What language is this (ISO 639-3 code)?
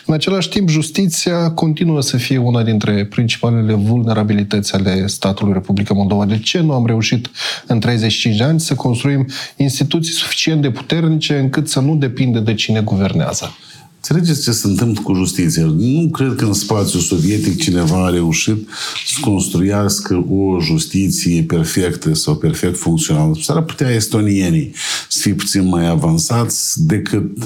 ron